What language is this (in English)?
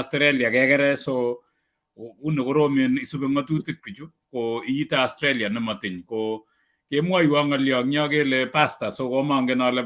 Kalenjin